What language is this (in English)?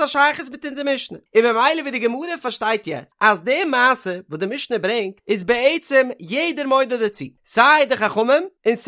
Yiddish